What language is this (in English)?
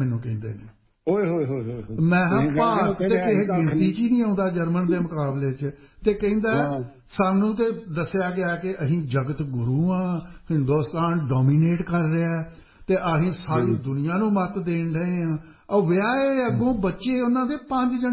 Punjabi